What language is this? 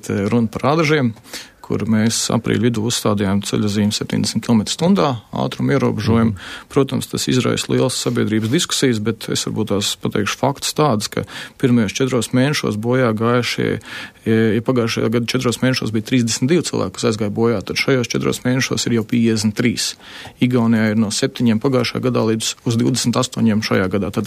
Latvian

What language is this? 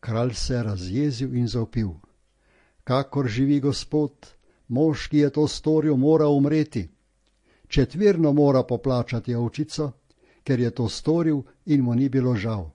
Slovenian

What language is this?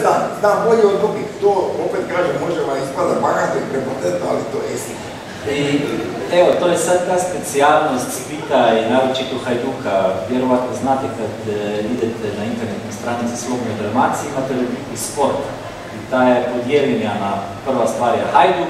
Croatian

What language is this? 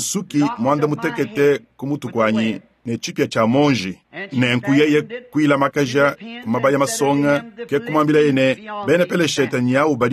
Luba-Lulua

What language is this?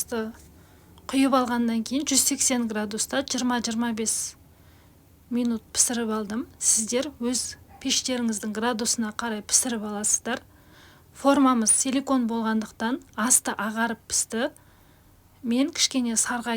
Kazakh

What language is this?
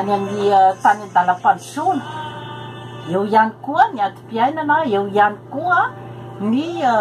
Malagasy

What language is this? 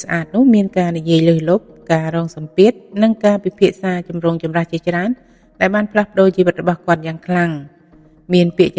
Khmer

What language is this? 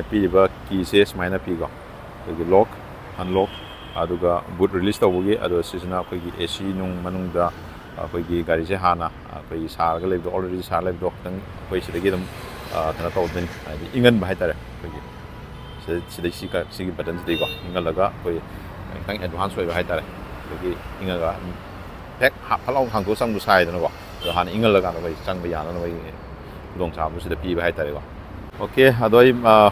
Manipuri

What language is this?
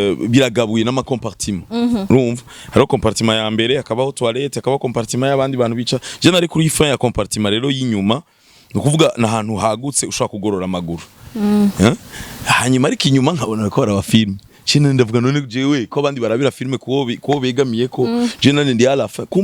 Rundi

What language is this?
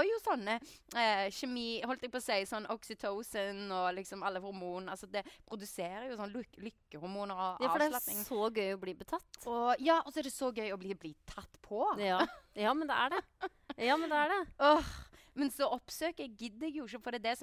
Norwegian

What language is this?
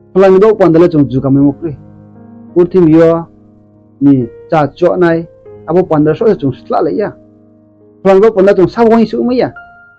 Riang (India)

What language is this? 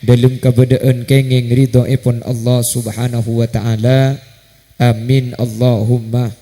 Madurese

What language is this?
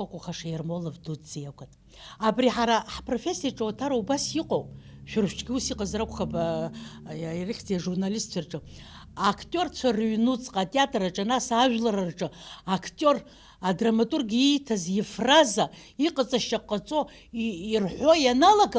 Abkhazian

